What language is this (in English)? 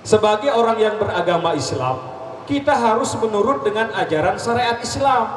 Sasak